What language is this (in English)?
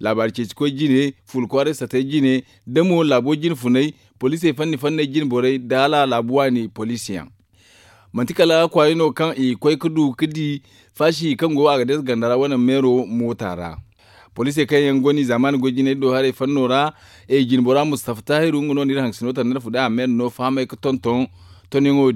Zarma